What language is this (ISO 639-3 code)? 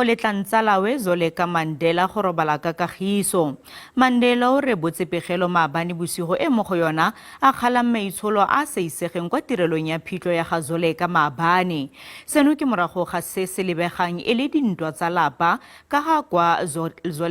tsn